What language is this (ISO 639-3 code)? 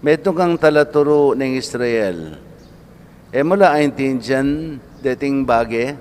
pam